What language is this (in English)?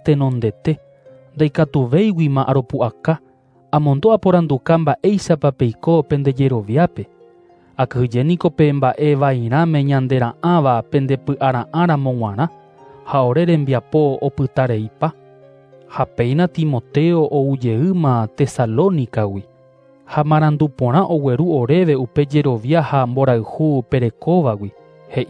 Guarani